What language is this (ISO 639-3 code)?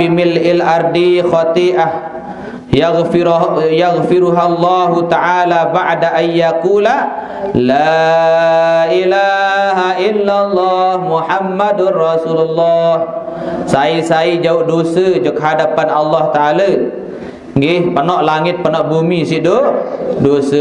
sas